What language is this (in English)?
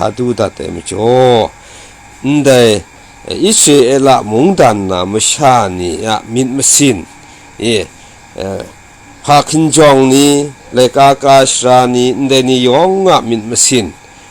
Kachin